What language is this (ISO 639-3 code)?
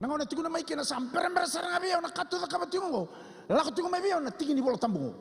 fij